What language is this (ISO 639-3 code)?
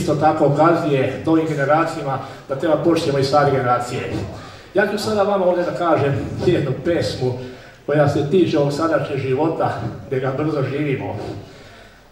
srp